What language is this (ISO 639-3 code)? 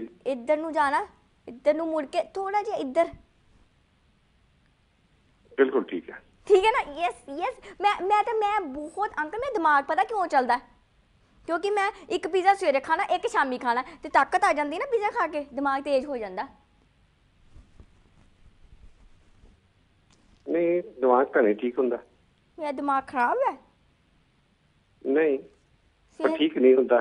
pan